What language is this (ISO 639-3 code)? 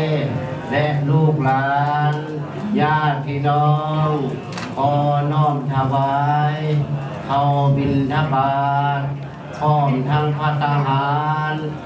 lao